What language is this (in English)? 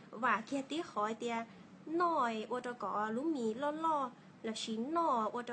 Hmong